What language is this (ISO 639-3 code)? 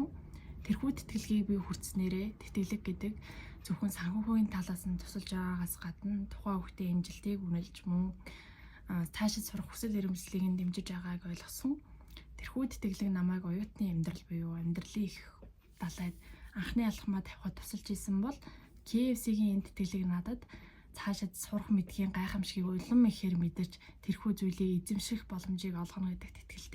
mon